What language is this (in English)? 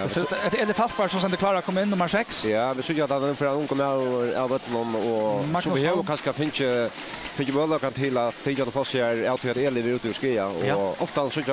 Faroese